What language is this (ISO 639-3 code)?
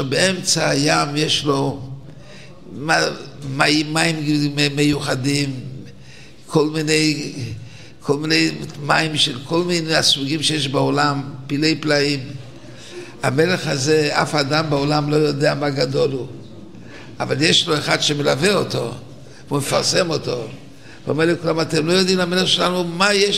heb